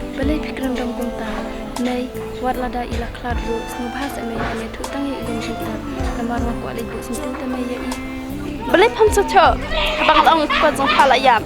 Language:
Khasi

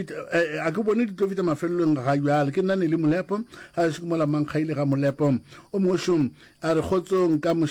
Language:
Northern Sotho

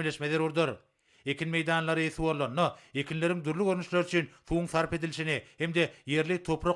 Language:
Turkmen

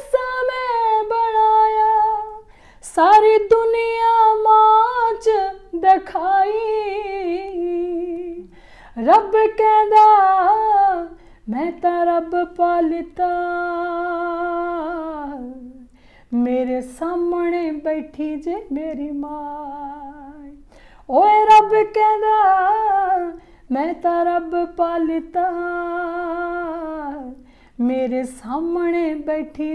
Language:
Punjabi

